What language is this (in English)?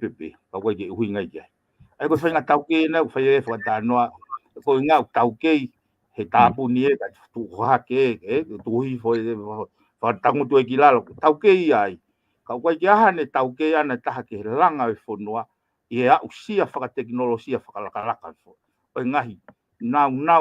Tongan